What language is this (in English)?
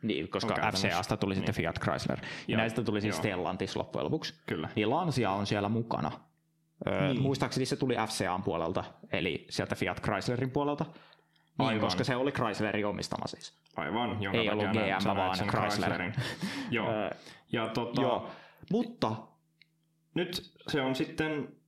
Finnish